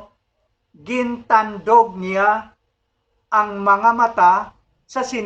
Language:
Hiligaynon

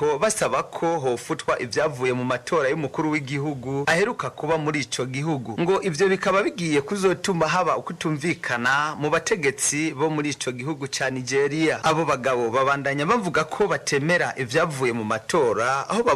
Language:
Rundi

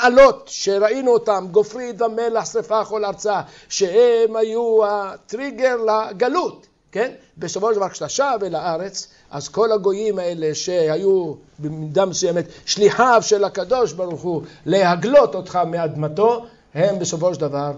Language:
Hebrew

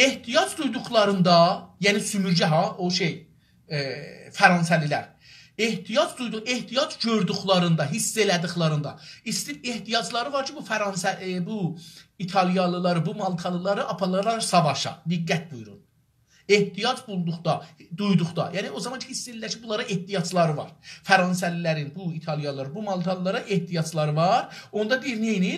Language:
South Azerbaijani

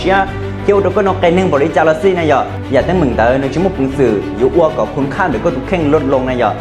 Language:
Hmong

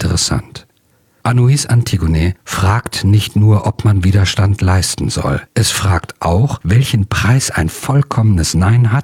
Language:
German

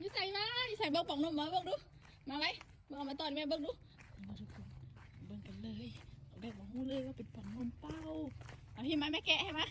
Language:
Lao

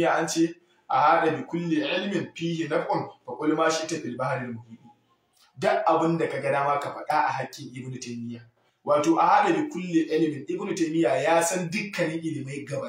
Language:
Hausa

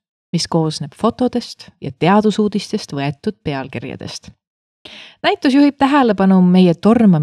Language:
Estonian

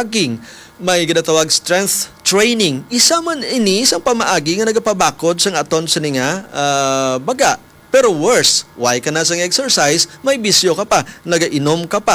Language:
Hiligaynon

